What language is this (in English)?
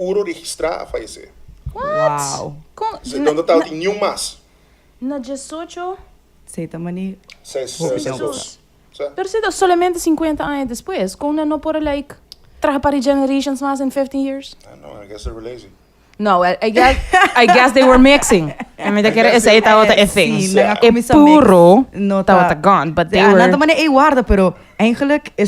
Papiamento